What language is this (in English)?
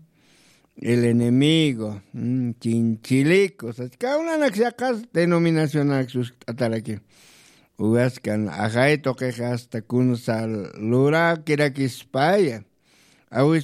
Aymara